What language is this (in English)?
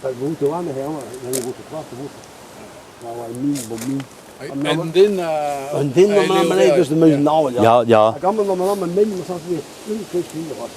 Breton